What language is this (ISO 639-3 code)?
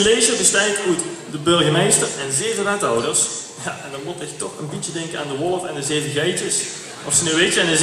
lim